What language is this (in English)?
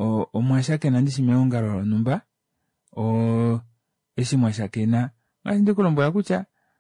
Kuanyama